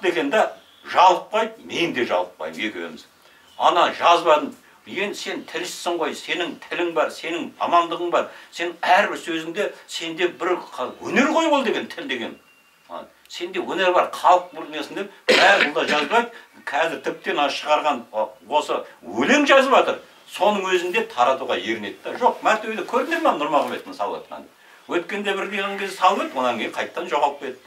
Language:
Kazakh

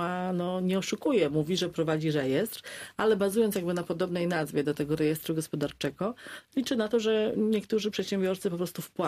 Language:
Polish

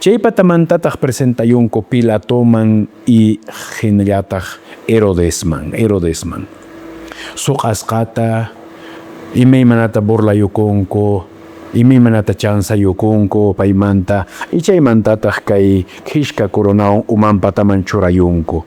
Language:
Quechua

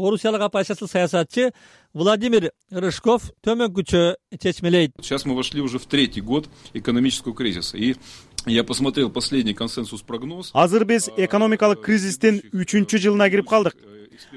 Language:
Kyrgyz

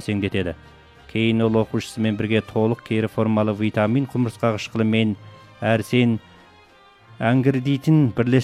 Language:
Kazakh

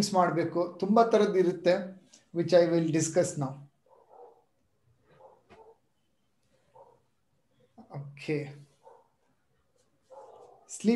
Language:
Kannada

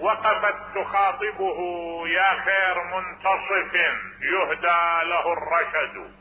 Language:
Mesopotamian Arabic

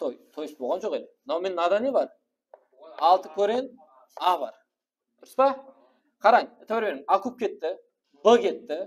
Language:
Kara-Kalpak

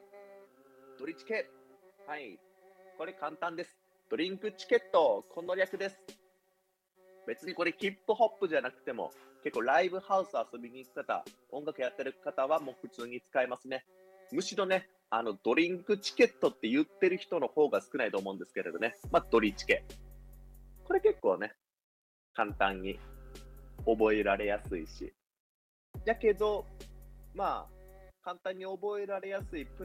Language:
Japanese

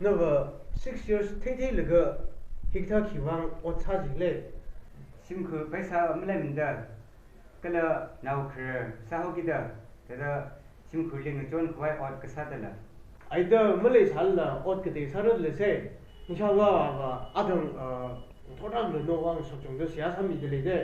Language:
Tangkhul Naga (India)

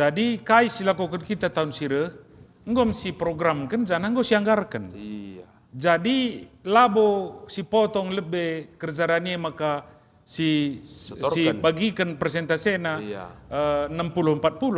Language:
Batak Karo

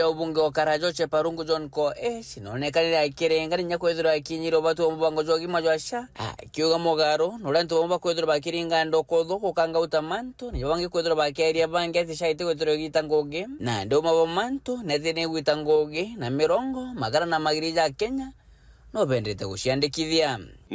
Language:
Meru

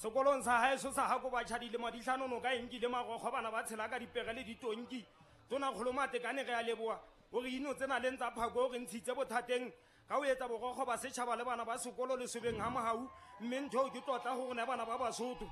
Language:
Southern Sotho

